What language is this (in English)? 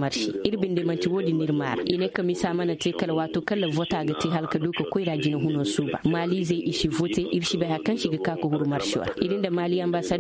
Koyraboro Senni